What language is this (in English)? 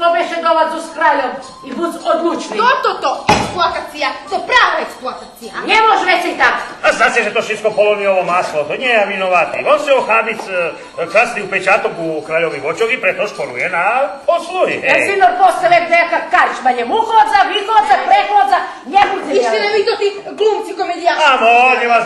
Rusyn